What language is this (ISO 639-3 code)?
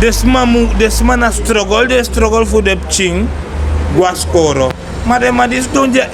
srn